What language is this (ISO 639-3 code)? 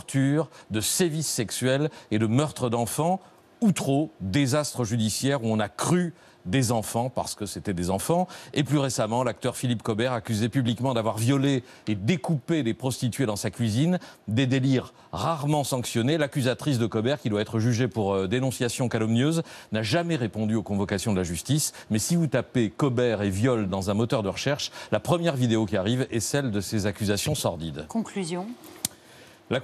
fra